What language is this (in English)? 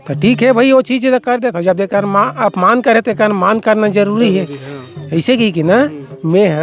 Chhattisgarhi